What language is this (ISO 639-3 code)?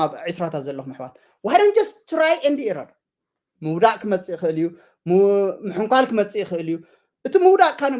tir